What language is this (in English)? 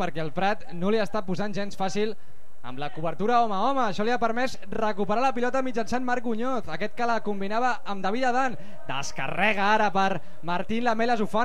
Catalan